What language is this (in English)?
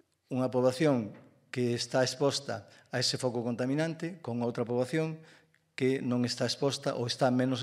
Galician